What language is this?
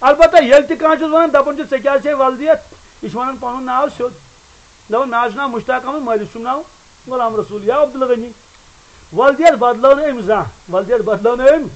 Kashmiri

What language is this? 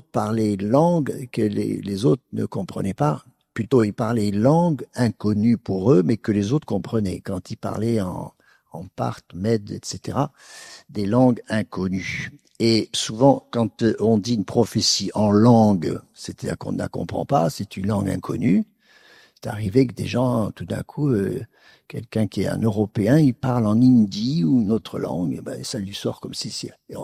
French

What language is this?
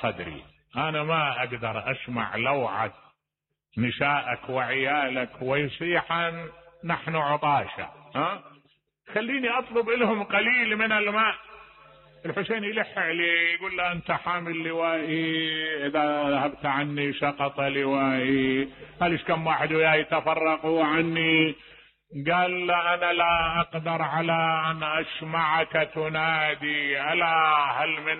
Mesopotamian Arabic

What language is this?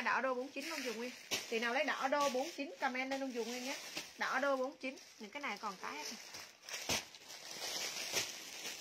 Vietnamese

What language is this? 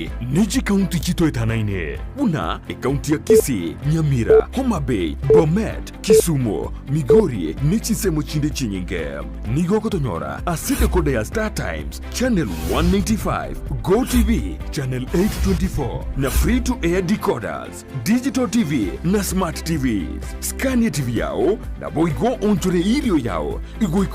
Gusii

